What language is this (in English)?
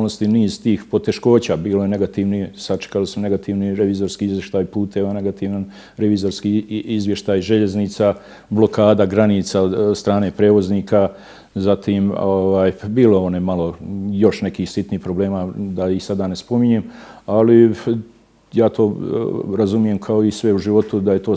Bosnian